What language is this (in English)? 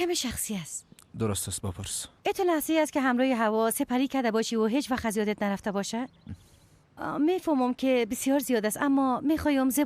Persian